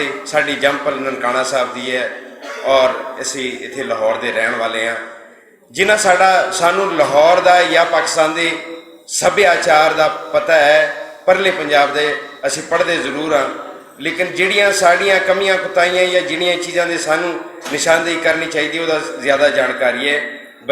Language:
Western Panjabi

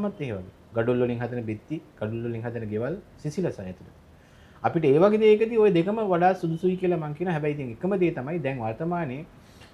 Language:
Sinhala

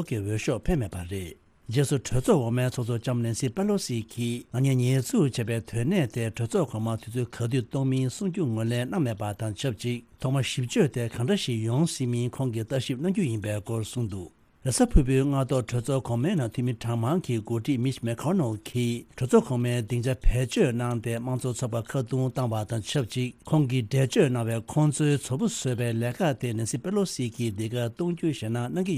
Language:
Tibetan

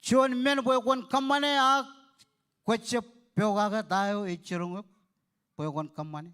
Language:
Marshallese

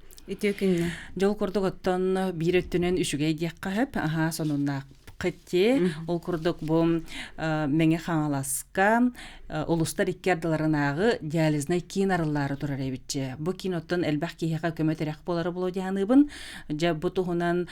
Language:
Yakut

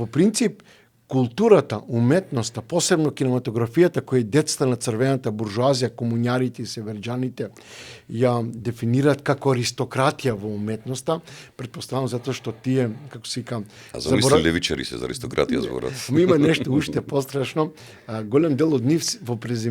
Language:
Macedonian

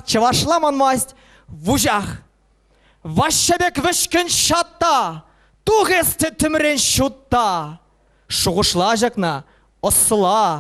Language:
Chuvash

